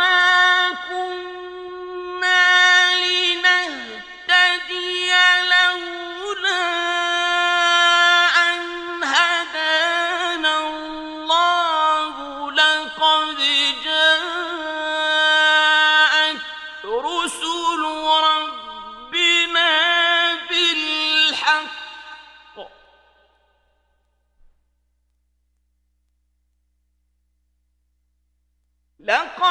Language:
Arabic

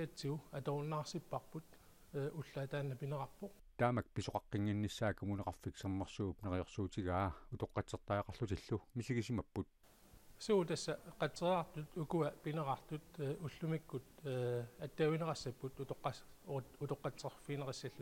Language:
Kalaallisut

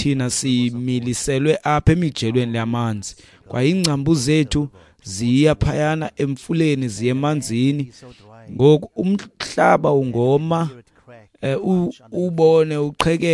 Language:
Xhosa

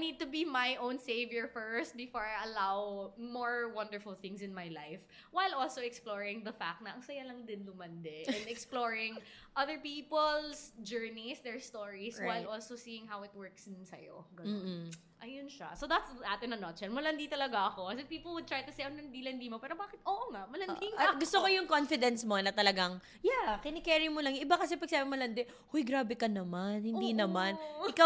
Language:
Filipino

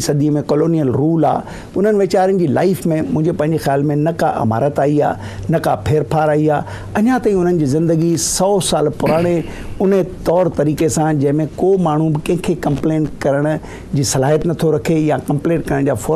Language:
Sindhi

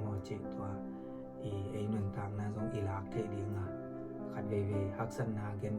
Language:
Tedim Chin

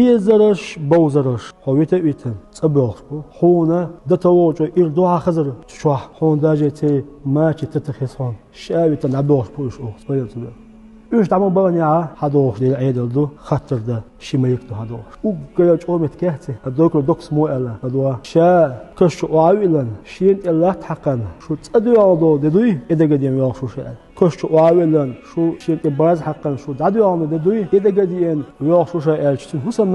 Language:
Chechen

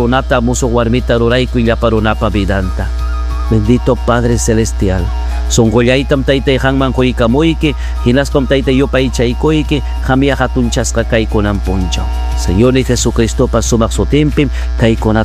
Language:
Ayacucho Quechua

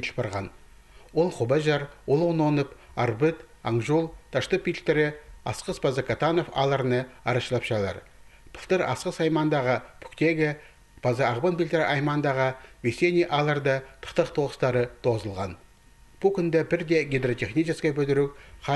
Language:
Khakas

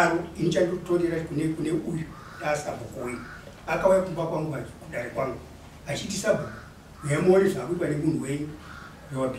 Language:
Shona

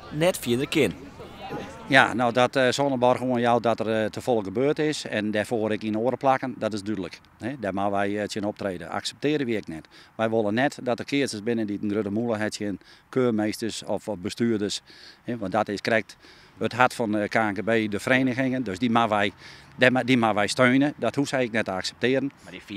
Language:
Western Frisian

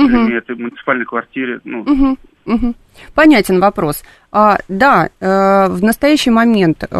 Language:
Russian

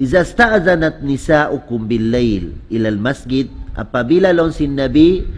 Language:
Tausug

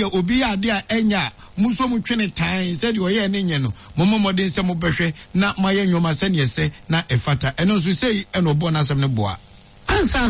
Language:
Akan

